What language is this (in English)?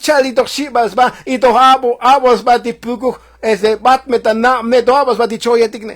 Tzotzil